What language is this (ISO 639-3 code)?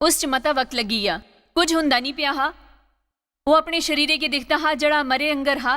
doi